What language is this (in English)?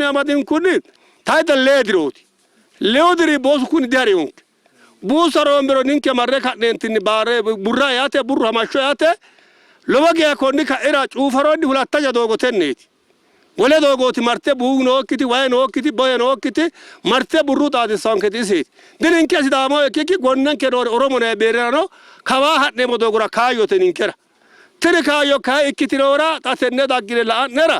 Sidamo